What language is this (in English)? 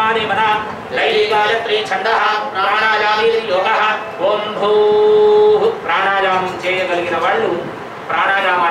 Telugu